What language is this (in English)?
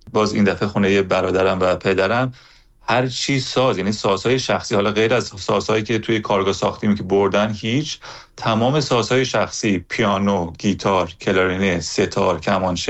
Persian